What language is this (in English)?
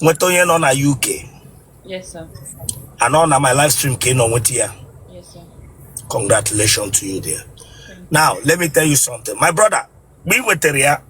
Igbo